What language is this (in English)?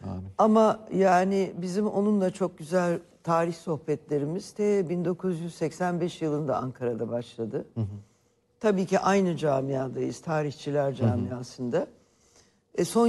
Turkish